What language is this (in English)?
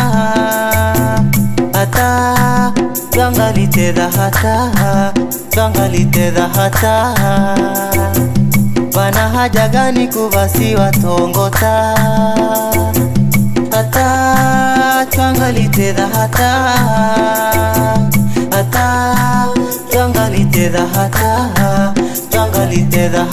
Swahili